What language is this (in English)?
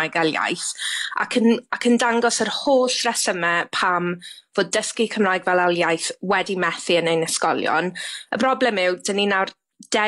Welsh